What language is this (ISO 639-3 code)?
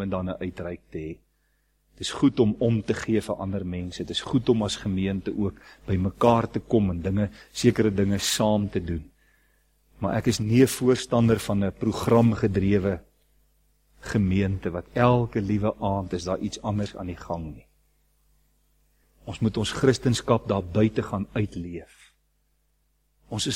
afr